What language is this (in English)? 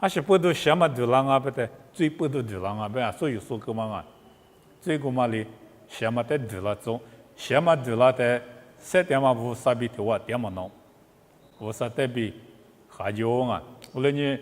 Lisu